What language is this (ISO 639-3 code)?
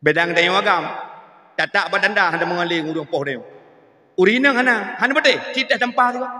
ace